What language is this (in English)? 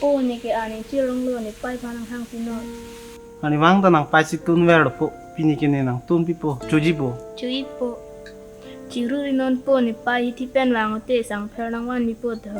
Karbi